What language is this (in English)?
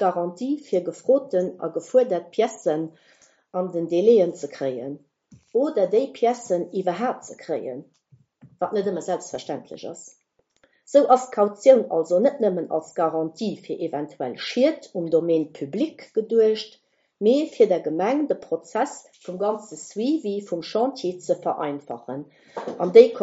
Luxembourgish